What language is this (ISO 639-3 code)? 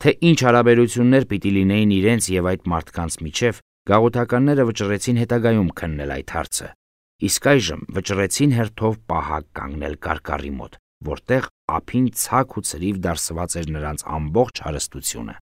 hye